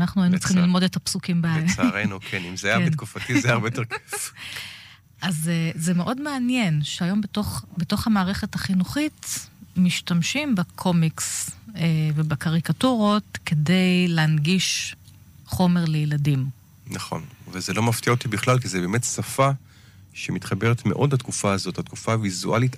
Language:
Hebrew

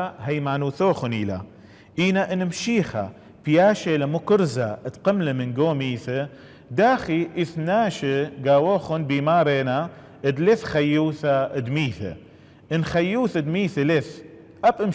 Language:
Assyrian Neo-Aramaic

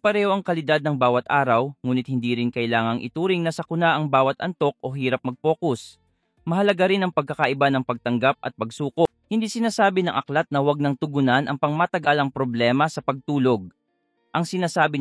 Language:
Filipino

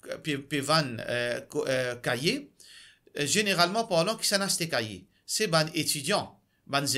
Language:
Morisyen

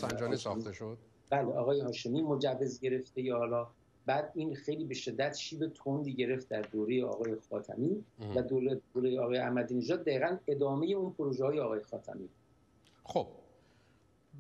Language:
Persian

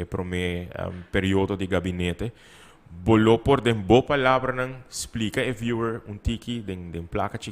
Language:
Papiamento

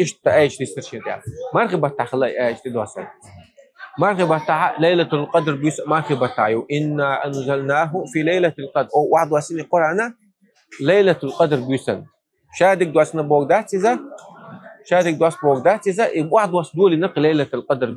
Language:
Chechen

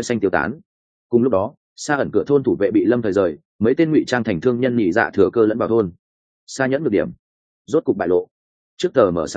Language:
Vietnamese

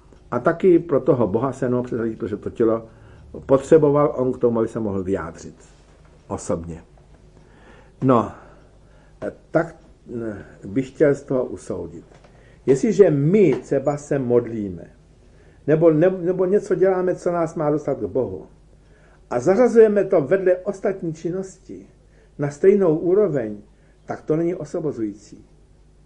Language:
Czech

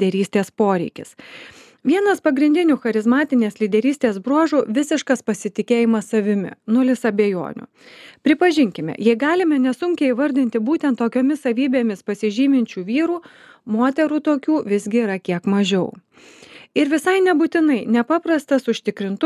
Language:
Lithuanian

